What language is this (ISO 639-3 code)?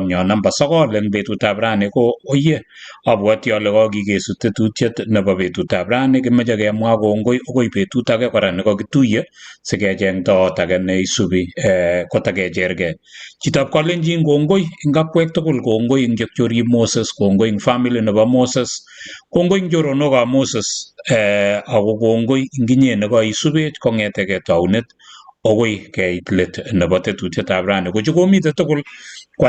kln